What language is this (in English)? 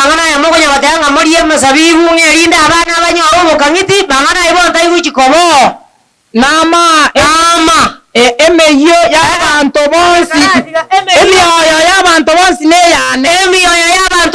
Gusii